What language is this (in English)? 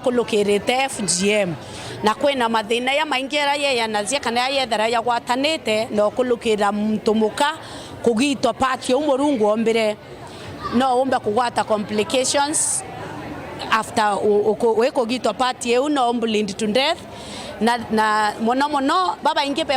Meru